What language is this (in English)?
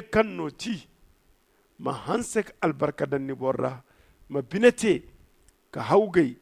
Zarma